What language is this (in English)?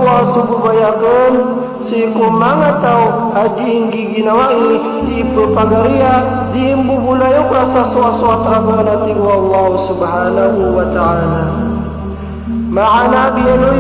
Maranao